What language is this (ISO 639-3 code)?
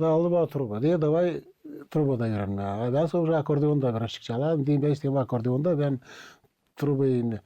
gag